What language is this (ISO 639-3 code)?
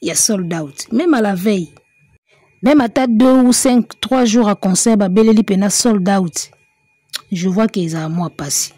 lin